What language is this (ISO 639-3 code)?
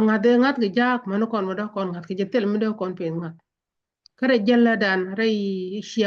nus